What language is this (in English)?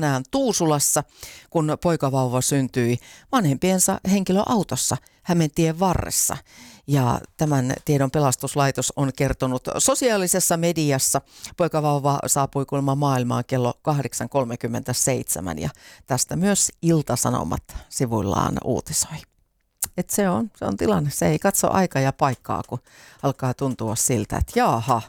Finnish